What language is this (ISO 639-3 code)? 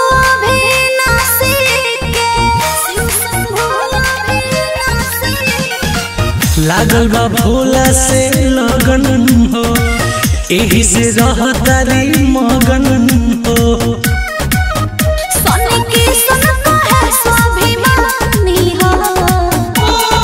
bho